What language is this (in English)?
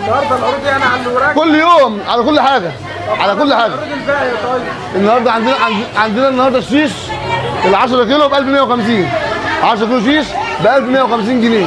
Egyptian Arabic